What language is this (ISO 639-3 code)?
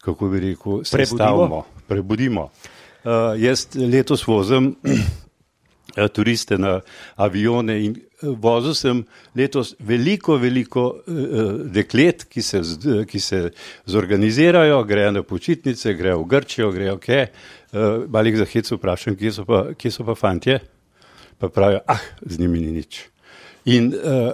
slv